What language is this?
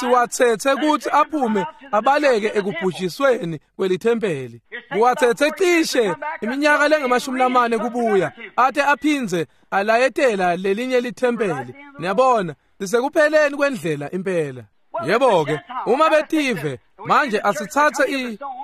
Swati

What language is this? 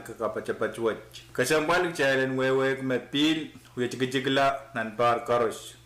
Pohnpeian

